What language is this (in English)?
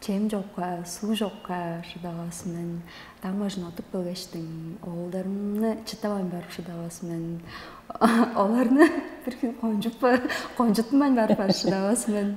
Tuvinian